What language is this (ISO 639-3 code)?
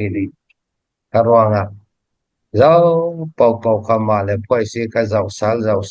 cfm